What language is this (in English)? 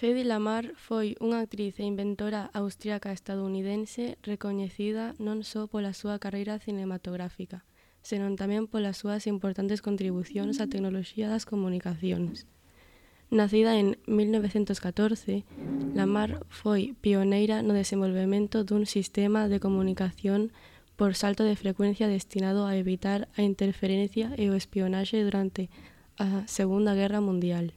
Galician